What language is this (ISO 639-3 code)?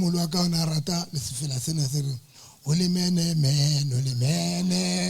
sot